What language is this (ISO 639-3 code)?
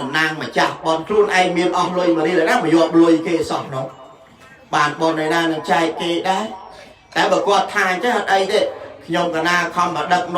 khm